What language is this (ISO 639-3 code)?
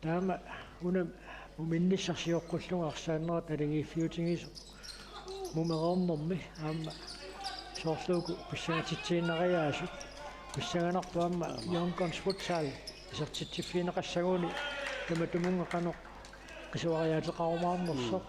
kal